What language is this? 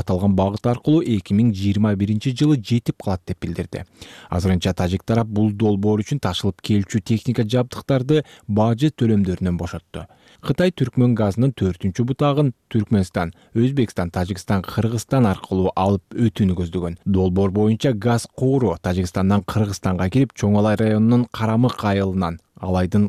Kyrgyz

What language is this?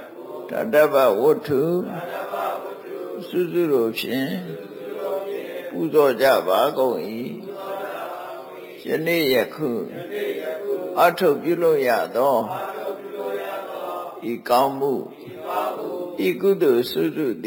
Burmese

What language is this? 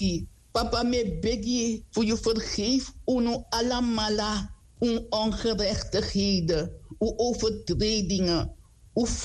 Sranan Tongo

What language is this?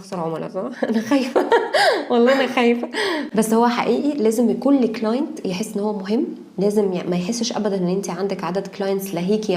Egyptian Arabic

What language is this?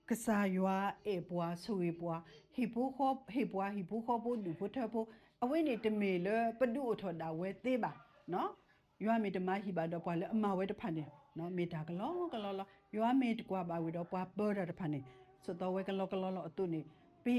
S'gaw Karen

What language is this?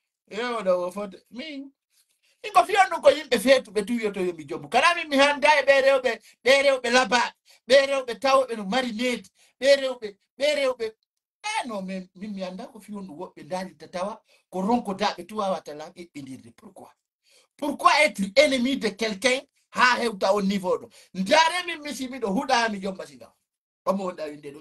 Fula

